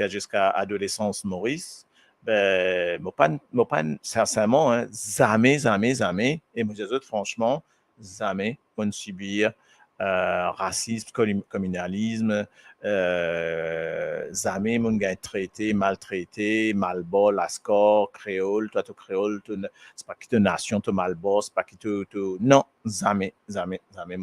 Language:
Morisyen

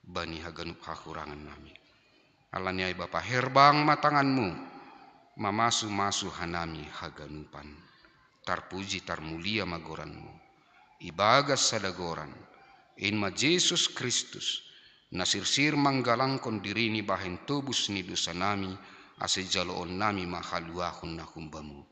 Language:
Batak Simalungun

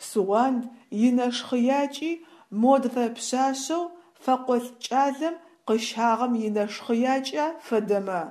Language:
Adyghe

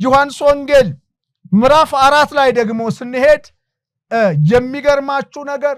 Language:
Amharic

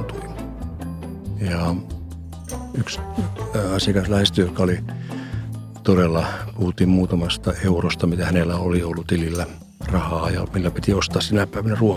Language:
Finnish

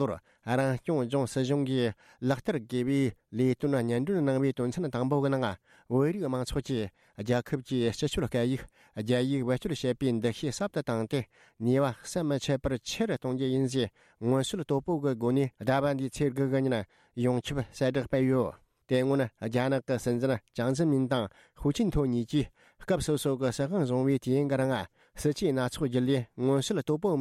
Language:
Tibetan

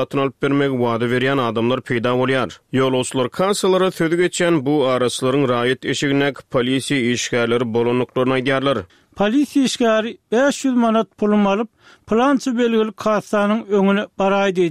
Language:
Turkmen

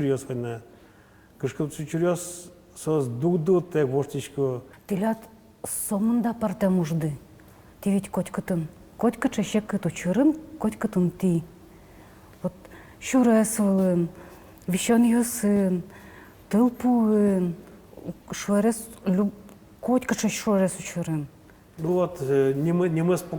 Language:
Udmurt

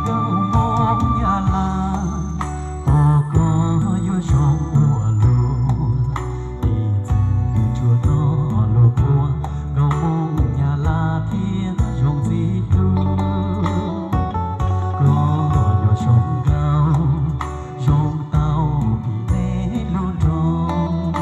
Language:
Hmong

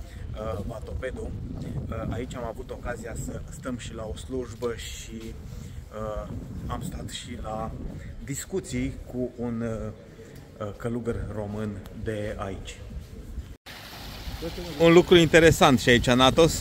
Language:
Romanian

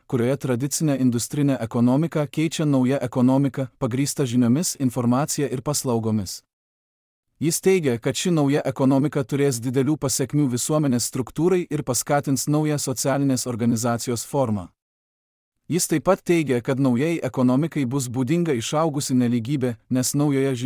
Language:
Lithuanian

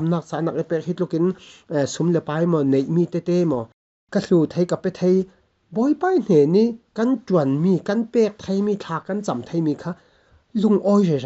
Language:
Falam Chin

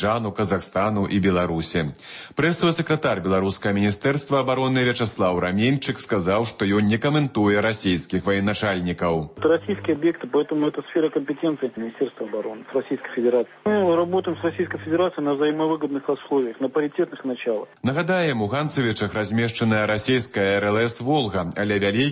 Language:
Belarusian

